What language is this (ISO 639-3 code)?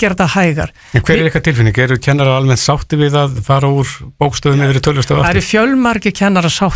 isl